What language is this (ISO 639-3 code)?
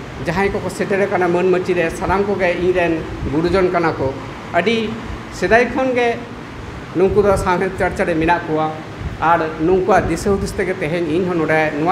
sat